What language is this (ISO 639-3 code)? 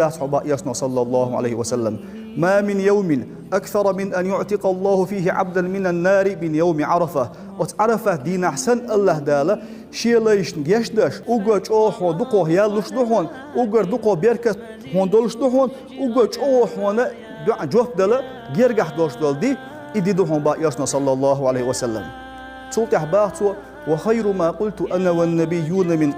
che